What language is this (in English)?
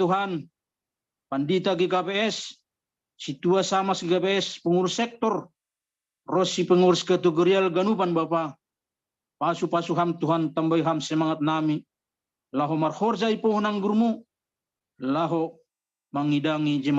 Batak Simalungun